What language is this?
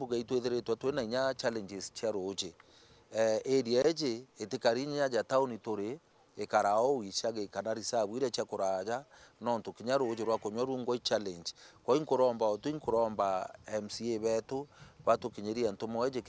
Meru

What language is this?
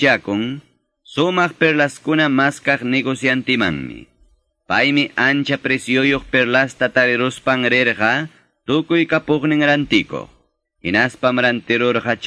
Quechua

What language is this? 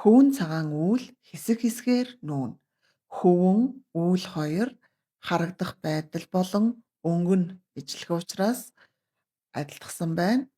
Mongolian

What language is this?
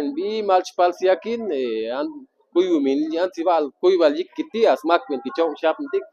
Chuj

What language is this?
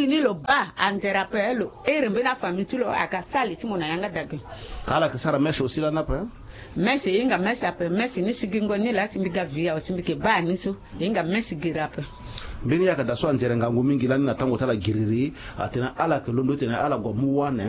Sango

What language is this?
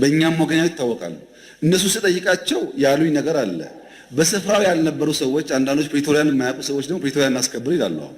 Amharic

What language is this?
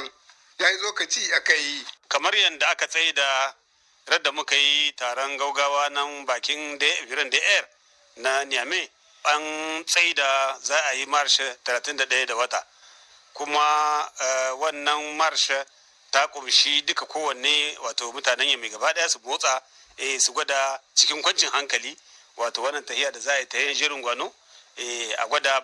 Hausa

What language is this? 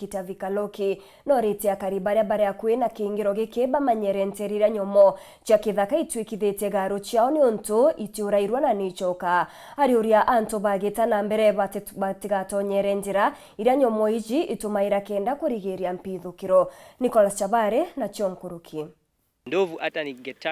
Meru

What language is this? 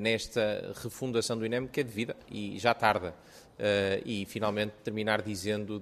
Portuguese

